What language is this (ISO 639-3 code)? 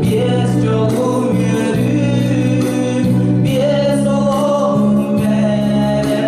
sah